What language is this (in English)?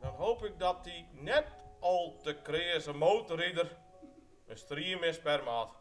Western Frisian